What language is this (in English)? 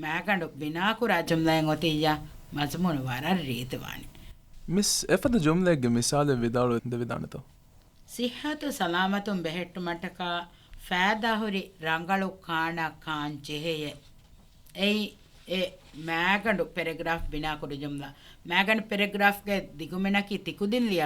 Divehi